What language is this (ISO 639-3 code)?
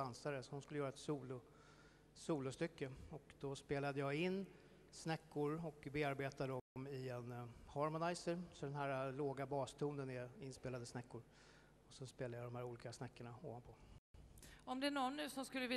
swe